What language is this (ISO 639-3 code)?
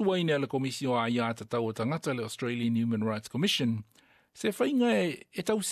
smo